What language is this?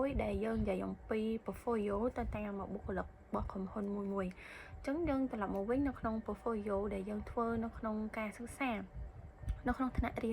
Khmer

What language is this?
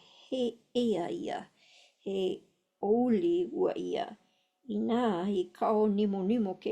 Hawaiian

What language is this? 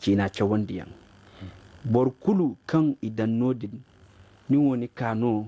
Zarma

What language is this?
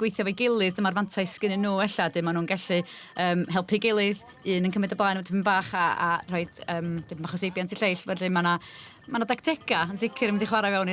Welsh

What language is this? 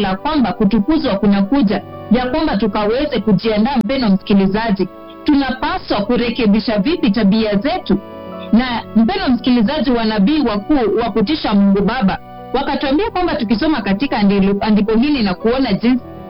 Swahili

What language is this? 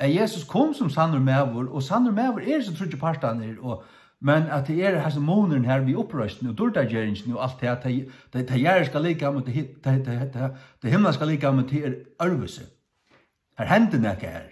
Faroese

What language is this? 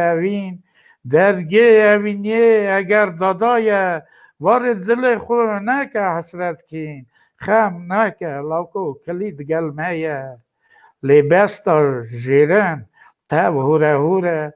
Kurdish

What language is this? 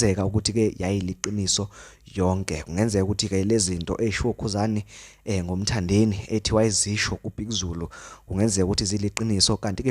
Zulu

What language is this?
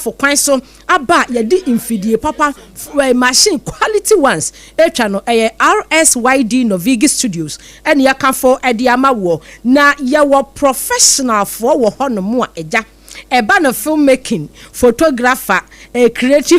Akan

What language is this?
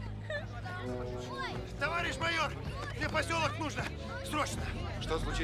Russian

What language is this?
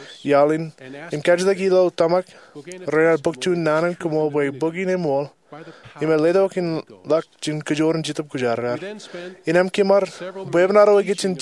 Marshallese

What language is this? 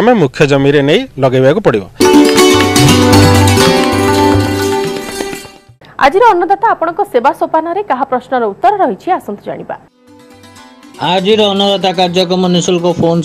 Odia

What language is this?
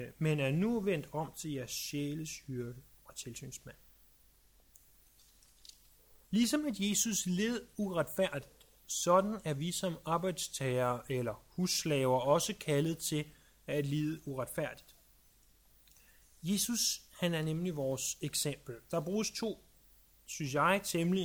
Danish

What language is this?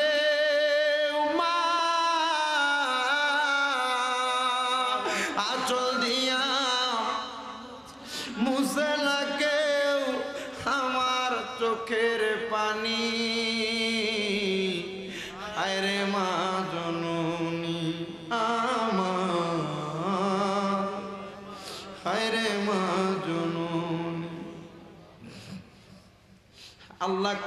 Bangla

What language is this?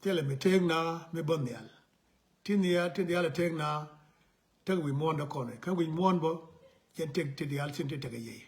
Nuer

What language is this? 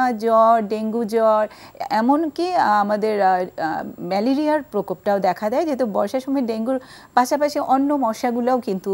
Bangla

